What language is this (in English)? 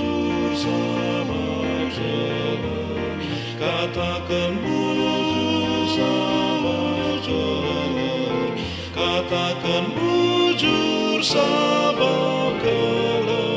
Batak Karo